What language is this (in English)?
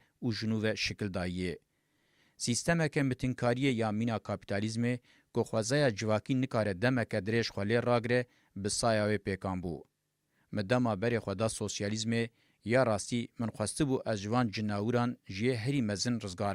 Kurdish